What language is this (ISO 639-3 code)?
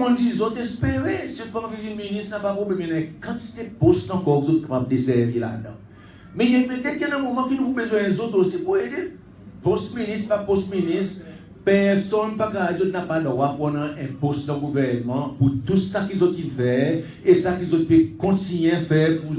crs